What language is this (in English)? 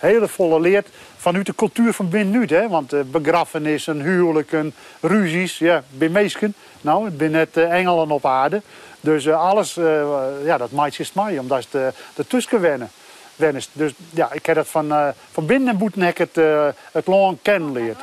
Western Frisian